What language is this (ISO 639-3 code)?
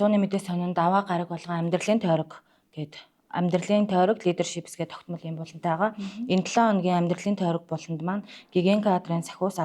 mon